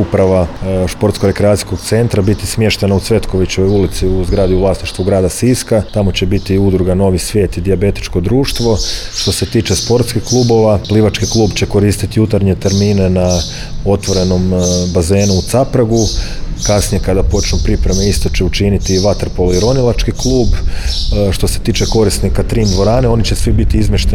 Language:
Croatian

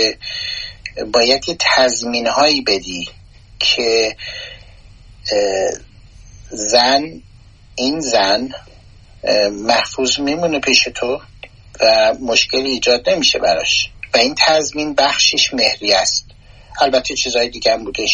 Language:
Persian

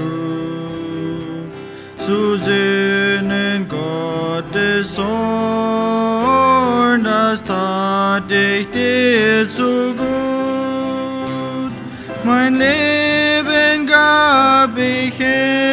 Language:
Plautdietsch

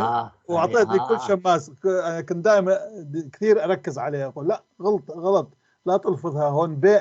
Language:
North Levantine Arabic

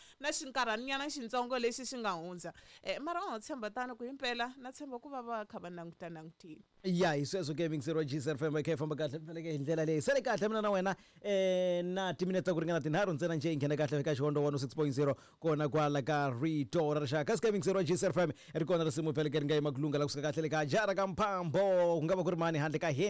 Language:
Tsonga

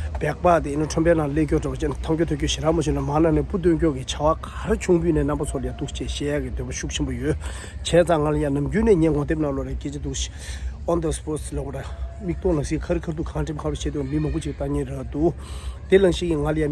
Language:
Tibetan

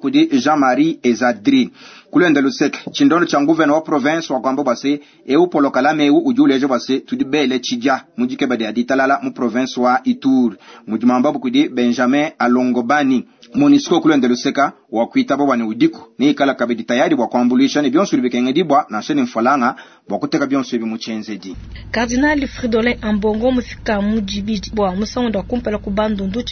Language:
Luba-Lulua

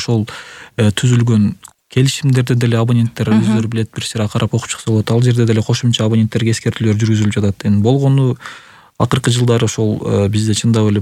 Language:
Kyrgyz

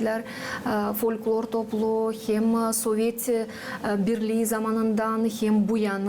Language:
Gagauz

